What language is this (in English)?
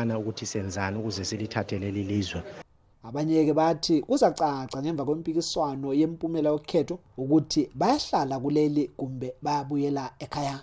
North Ndebele